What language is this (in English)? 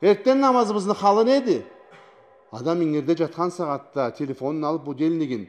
Karachay-Balkar